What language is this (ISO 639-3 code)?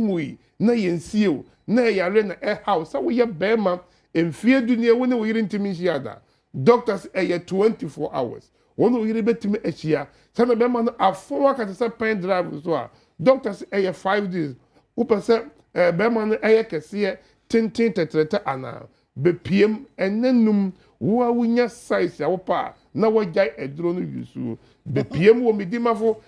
aka